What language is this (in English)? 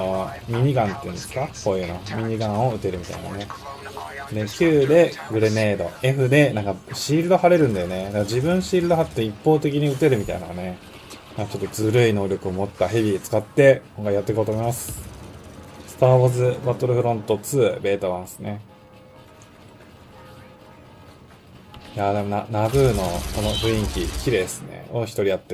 Japanese